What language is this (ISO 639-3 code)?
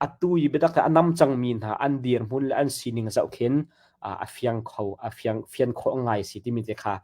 cnh